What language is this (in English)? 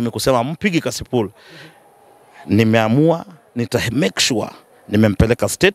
Swahili